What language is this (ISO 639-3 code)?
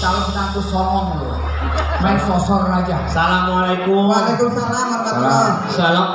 bew